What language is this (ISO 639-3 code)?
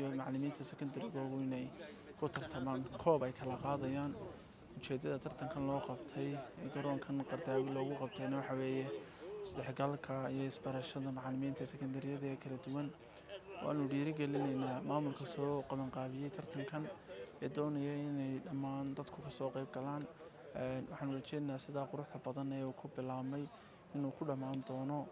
som